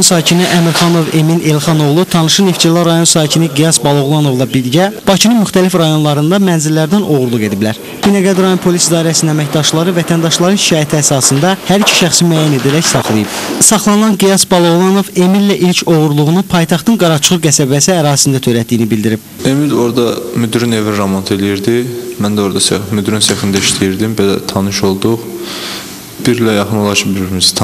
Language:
Azerbaijani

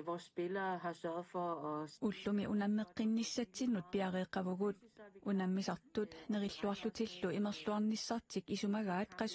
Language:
Kalaallisut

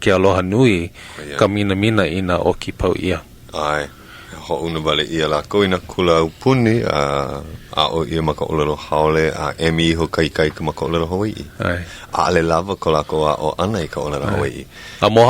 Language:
Hawaiian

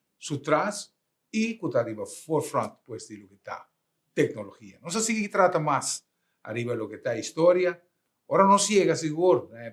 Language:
Papiamento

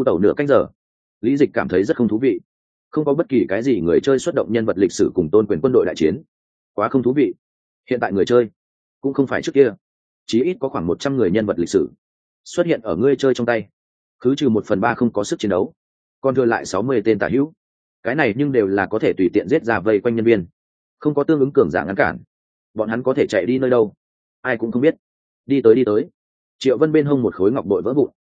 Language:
Vietnamese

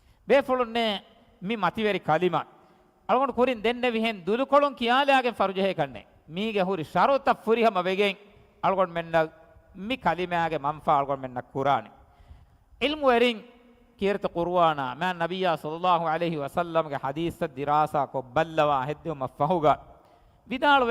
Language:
Divehi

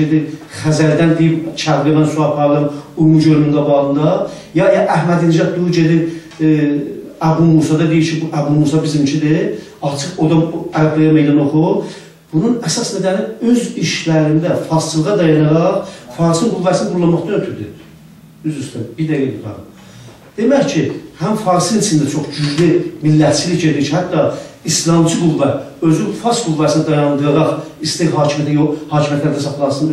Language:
South Azerbaijani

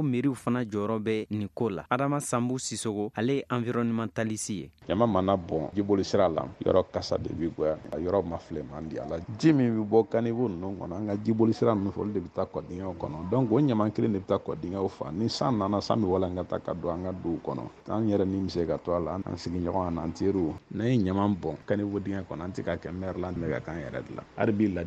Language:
Bambara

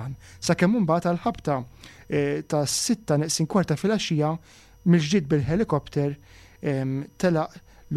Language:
Maltese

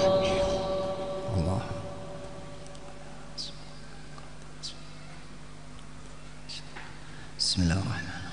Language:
Arabic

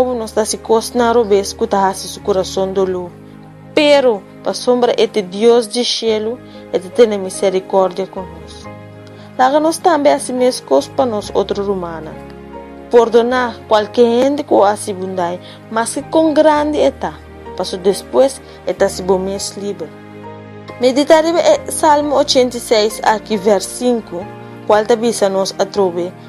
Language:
Papiamento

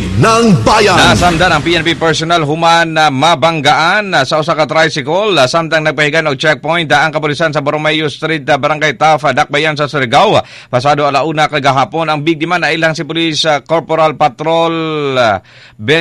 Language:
Cebuano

